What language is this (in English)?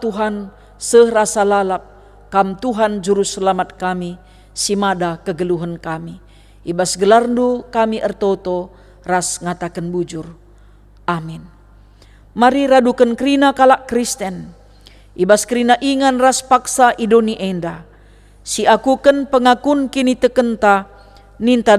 Batak Karo